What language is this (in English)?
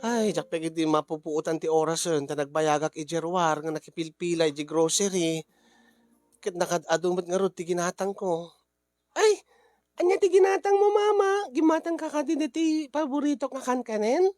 Iloko